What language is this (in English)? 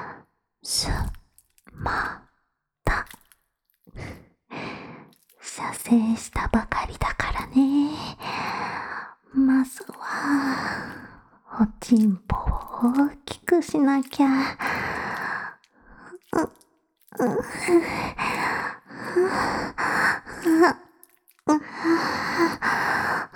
Japanese